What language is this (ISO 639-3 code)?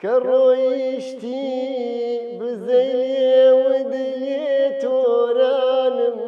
ckb